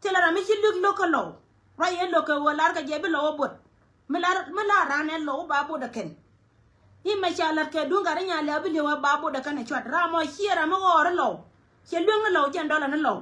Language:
Nuer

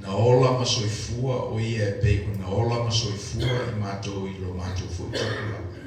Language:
Samoan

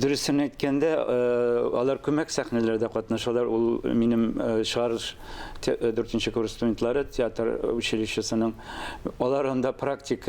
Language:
Tatar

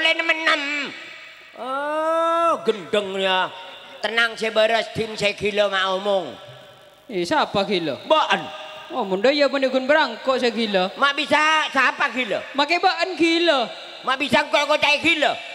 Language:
Madurese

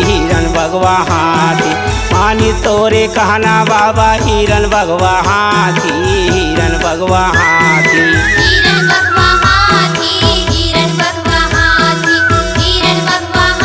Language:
Chhattisgarhi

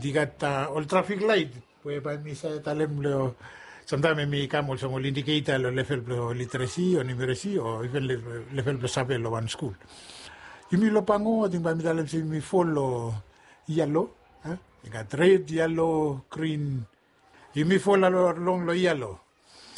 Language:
Bislama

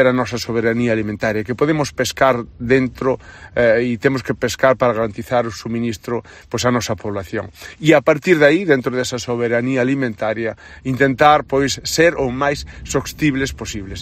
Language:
Galician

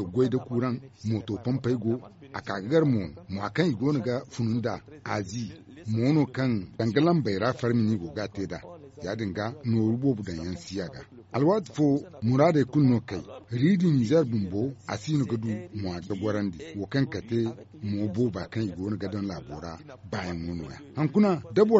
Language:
Zarma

